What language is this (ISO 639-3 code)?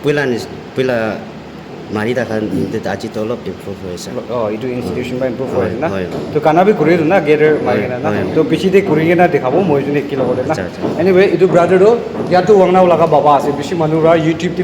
nag